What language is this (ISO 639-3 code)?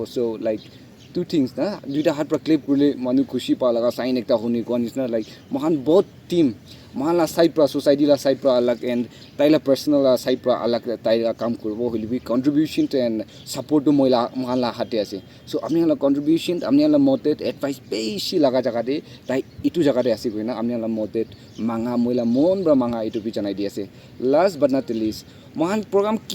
nag